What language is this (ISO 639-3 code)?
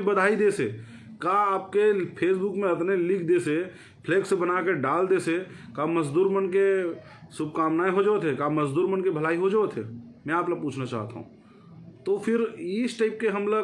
hne